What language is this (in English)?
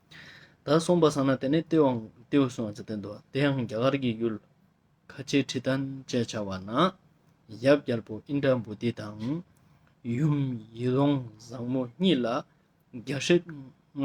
Ladakhi